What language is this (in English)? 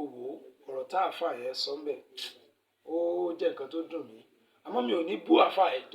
Yoruba